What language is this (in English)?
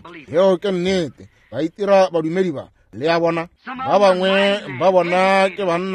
Northern Sotho